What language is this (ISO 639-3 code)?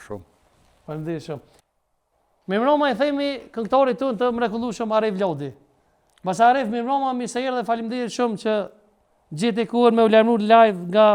sqi